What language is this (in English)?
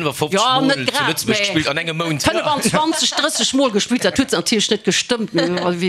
Luxembourgish